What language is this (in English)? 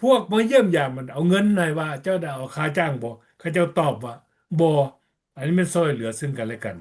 Lao